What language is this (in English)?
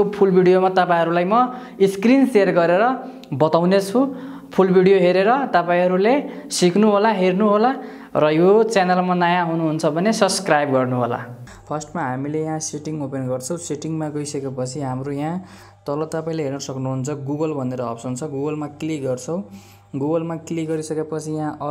Nepali